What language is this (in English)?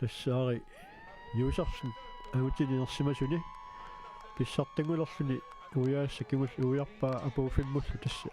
Kalaallisut